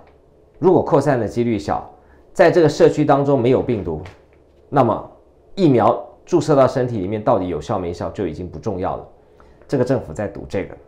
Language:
Chinese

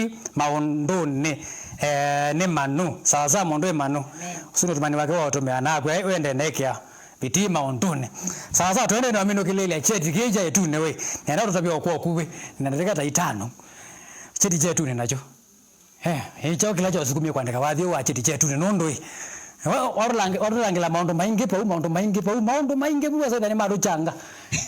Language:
Kamba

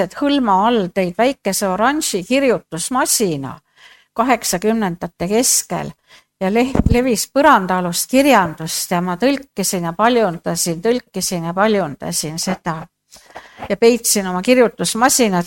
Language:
Estonian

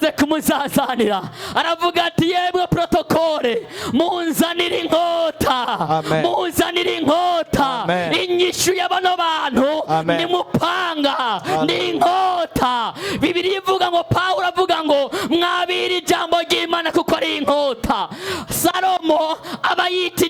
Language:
Rundi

